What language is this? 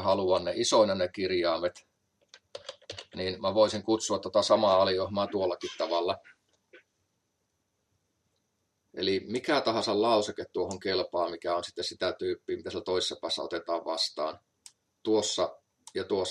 Finnish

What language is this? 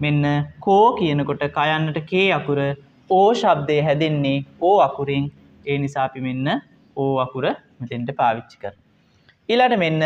Sinhala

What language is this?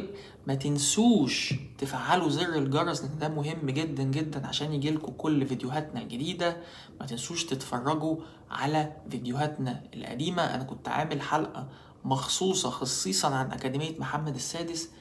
Egyptian Arabic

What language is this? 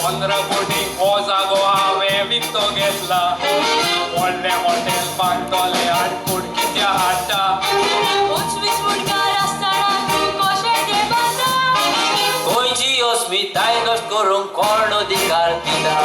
Konkani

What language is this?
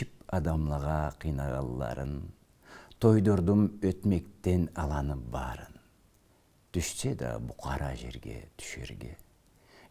Karachay-Balkar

